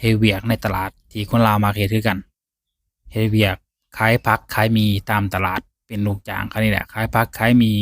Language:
Lao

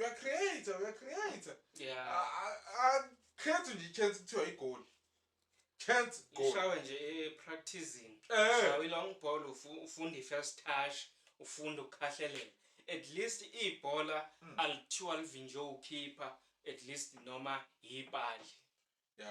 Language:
Zulu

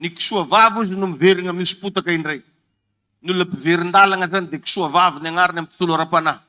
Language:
Malagasy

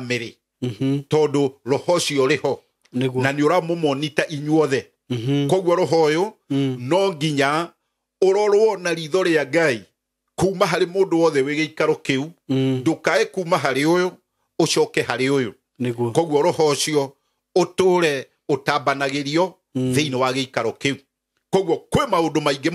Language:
Kikuyu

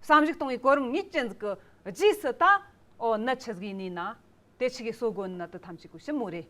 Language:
Amdo Tibetan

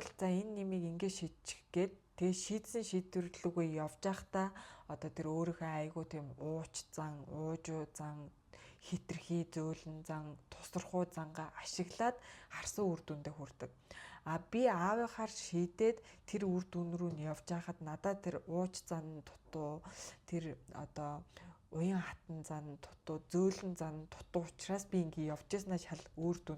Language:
Mongolian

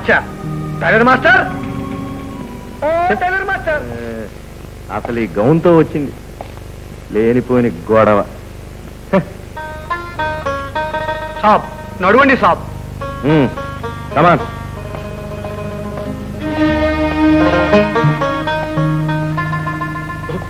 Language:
Telugu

